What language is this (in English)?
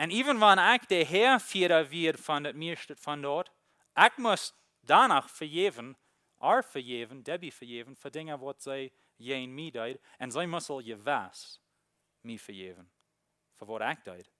Plautdietsch